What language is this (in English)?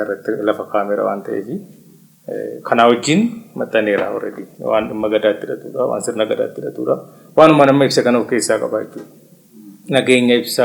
Oromo